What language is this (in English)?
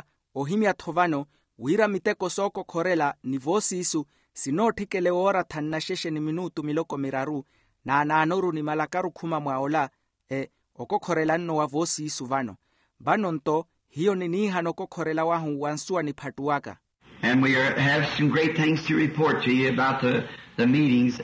Makhuwa